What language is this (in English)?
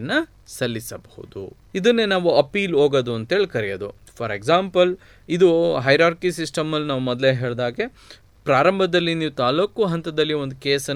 Kannada